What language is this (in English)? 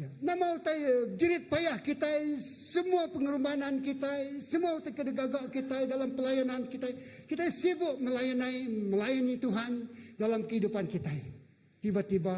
Iban